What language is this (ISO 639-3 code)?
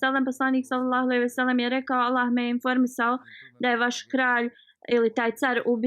bos